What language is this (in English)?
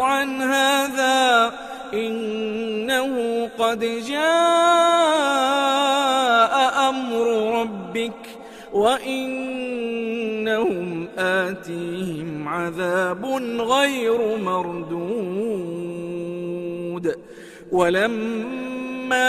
Arabic